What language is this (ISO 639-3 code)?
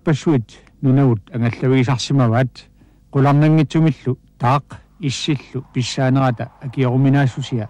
kal